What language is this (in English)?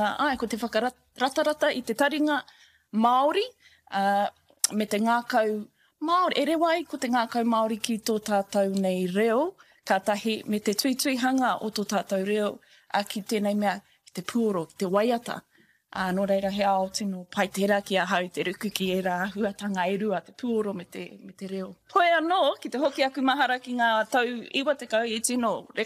Māori